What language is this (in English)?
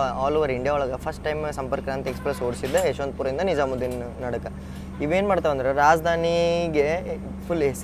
Kannada